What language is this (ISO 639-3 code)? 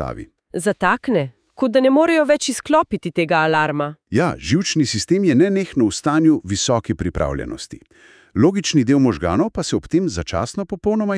slv